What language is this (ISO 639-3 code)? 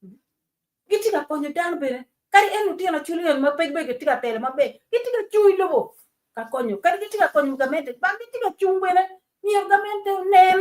ach